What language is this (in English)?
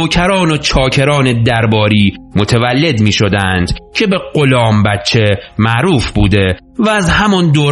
Persian